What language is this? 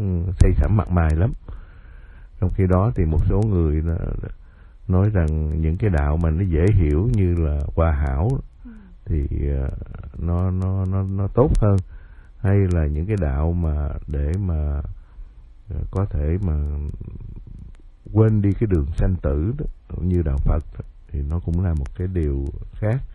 Vietnamese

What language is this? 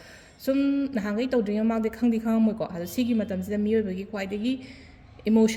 Manipuri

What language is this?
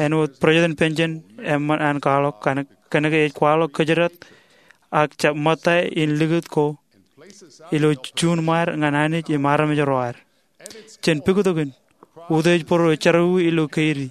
Marshallese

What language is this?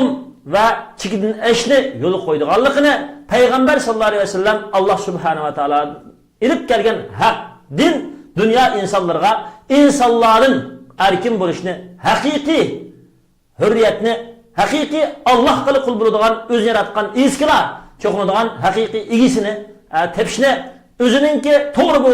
Uyghur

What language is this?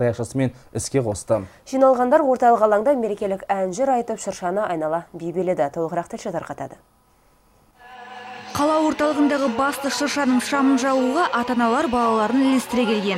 Kazakh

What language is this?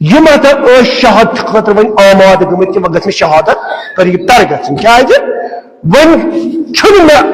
Kashmiri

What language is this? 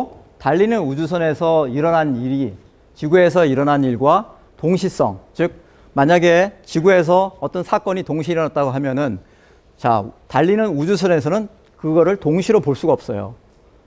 Korean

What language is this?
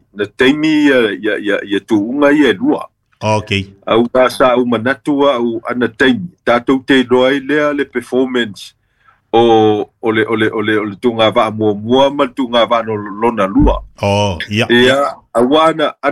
Samoan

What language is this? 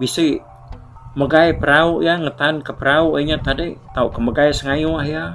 Iban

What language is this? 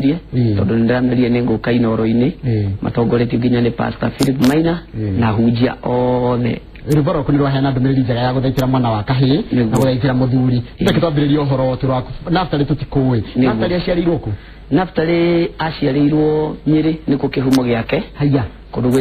Kikuyu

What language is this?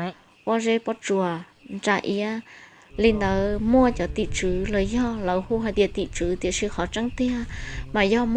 Hmong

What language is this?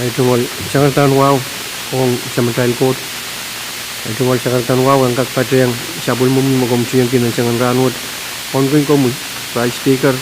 Pohnpeian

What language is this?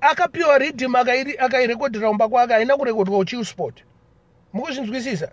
Shona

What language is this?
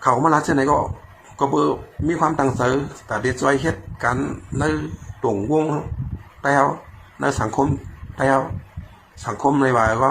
Shan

